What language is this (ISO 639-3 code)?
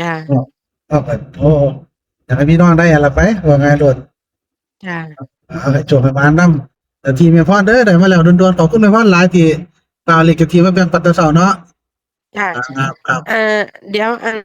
tts